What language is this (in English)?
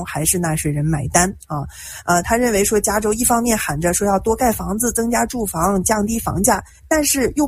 Chinese